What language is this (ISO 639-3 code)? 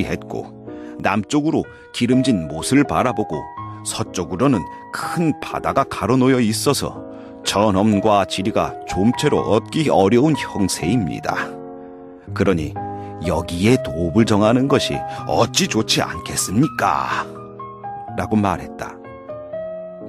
kor